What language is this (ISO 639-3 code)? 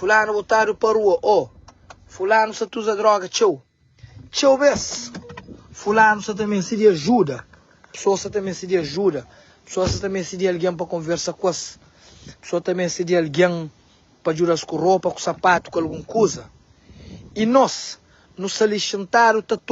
kea